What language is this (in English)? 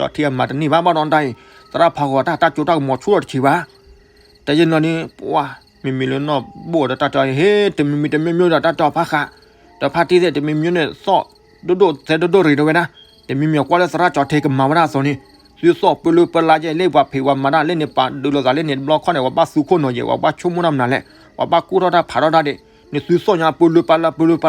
S'gaw Karen